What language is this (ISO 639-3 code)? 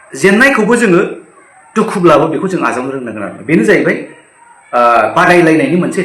brx